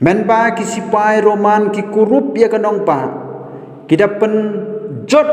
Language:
Khasi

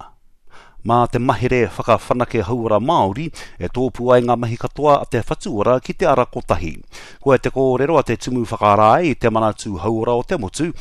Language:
Māori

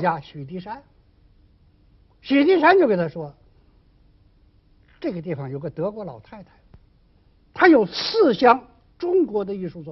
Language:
Chinese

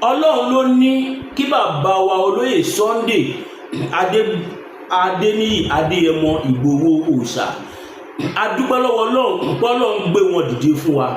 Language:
Yoruba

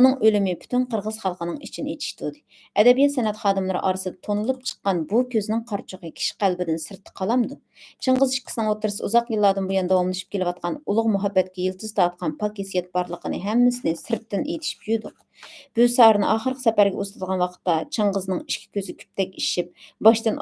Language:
Uyghur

